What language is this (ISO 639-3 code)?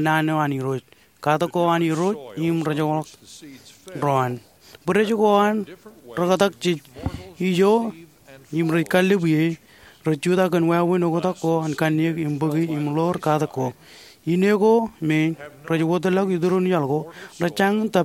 mah